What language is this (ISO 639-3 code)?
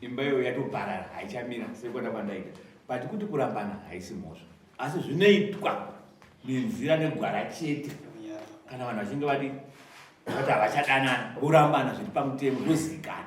sna